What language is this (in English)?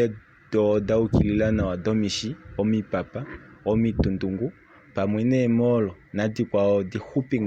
Kuanyama